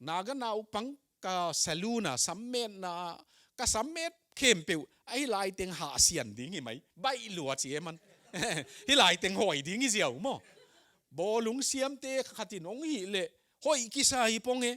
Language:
Tedim Chin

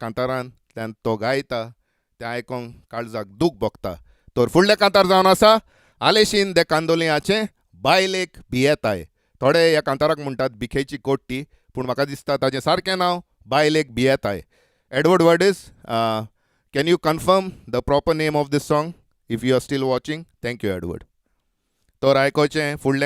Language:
Konkani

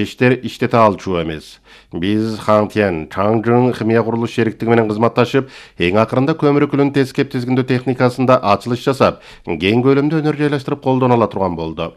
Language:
Kyrgyz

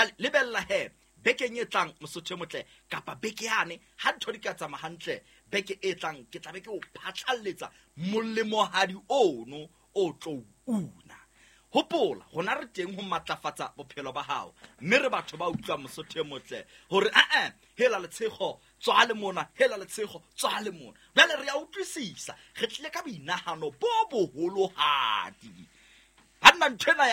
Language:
Southern Sotho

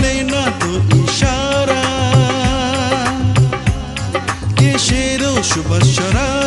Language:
Bangla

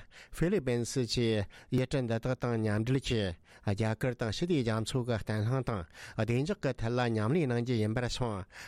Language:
Tibetan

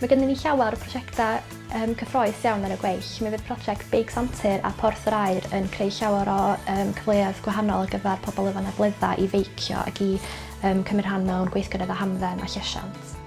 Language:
Welsh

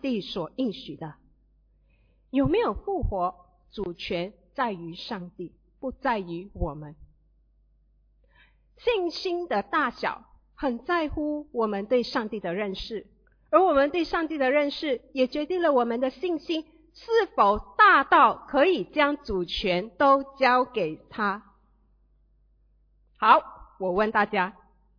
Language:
Chinese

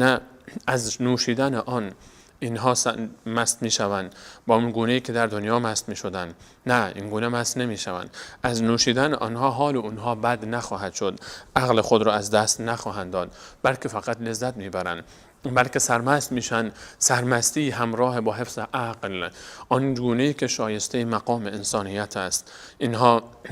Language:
Persian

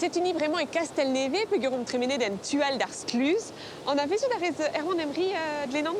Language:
Breton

